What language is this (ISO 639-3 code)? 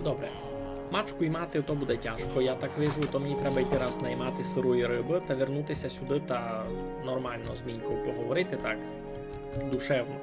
rue